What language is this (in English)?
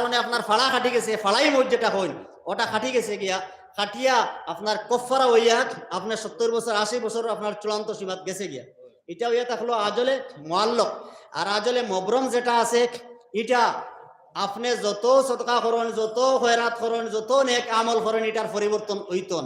Sylheti